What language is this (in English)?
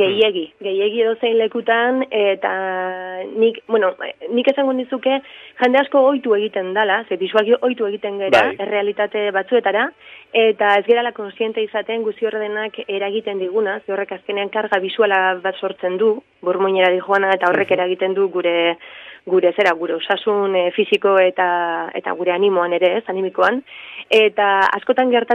Basque